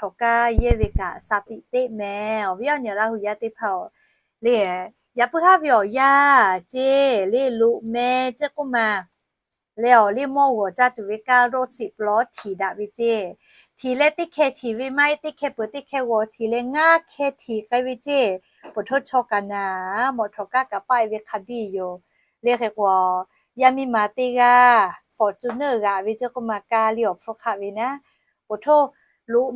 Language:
Lahu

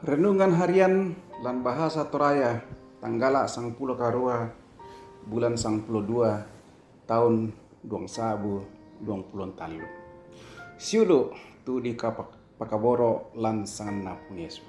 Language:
Toraja-Sa'dan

